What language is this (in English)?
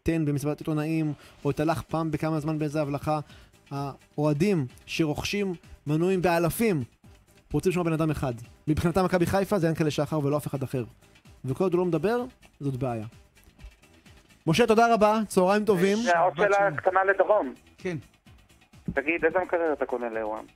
Hebrew